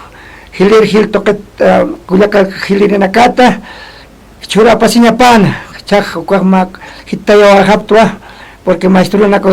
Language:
Aymara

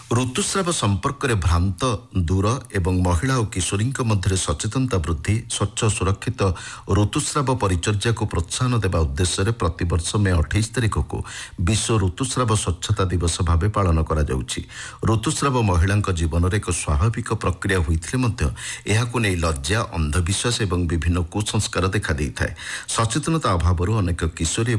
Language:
Odia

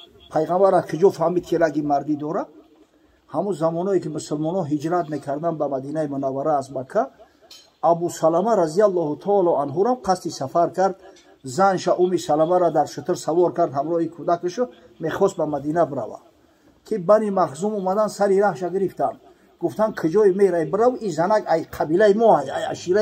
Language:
Tajik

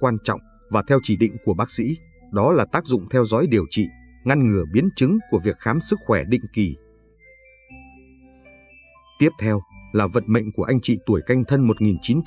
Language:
Vietnamese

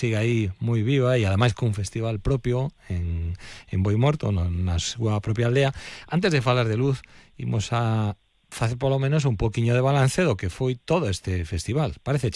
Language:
Galician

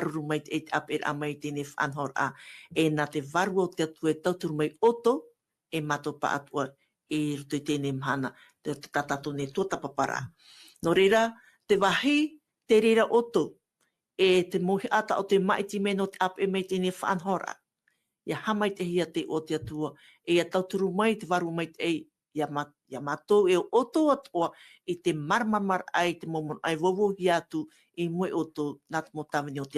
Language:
Tahitian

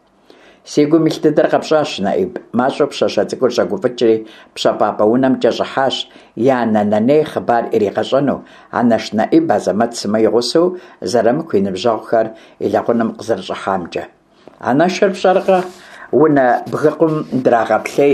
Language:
Kabardian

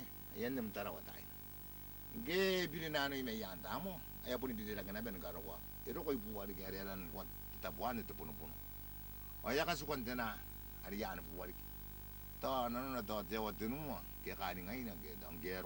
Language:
Gilbertese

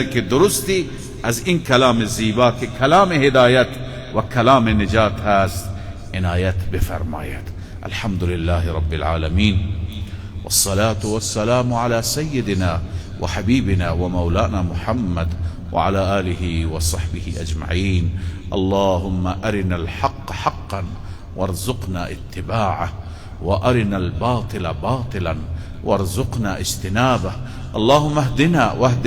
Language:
Persian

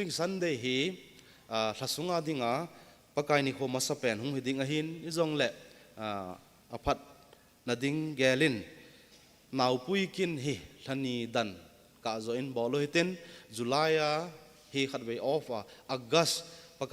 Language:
Thado Chin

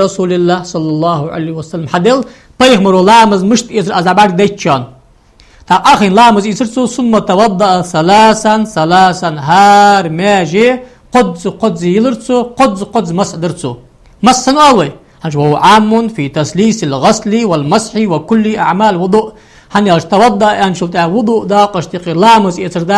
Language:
Ingush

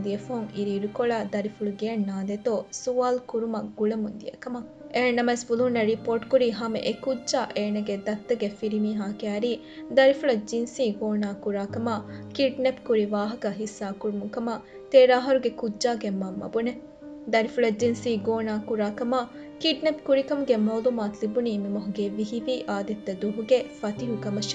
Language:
Divehi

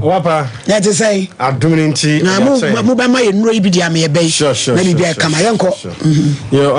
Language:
Akan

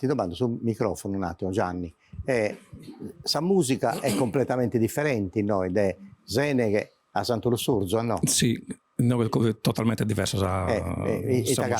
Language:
Sardinian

